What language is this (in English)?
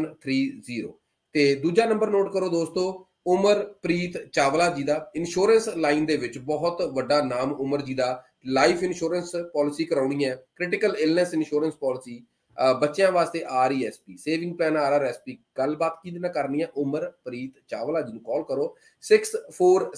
Punjabi